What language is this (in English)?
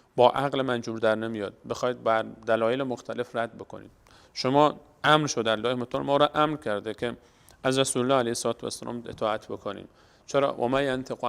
Persian